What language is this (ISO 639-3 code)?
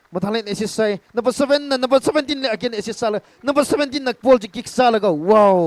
nmf